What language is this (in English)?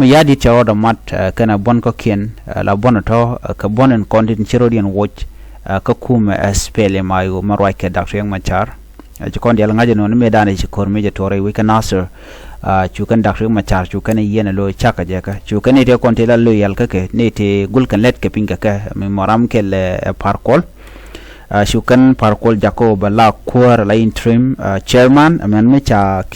Nuer